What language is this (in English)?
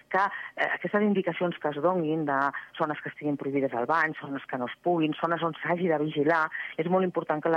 Catalan